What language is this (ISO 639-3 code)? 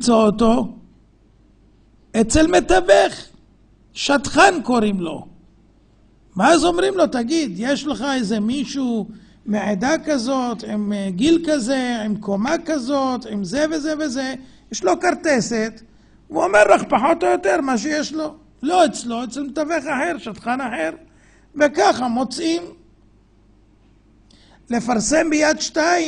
heb